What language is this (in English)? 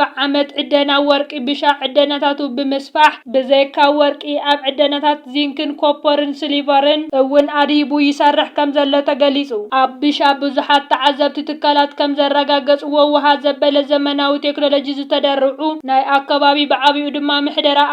Tigrinya